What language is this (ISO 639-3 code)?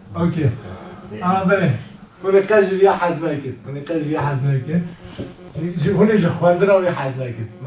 kur